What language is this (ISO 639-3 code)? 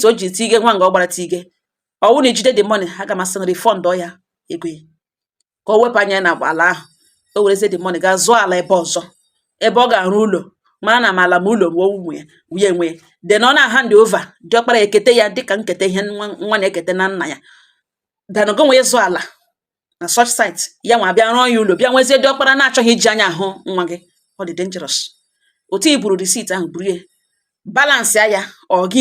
ibo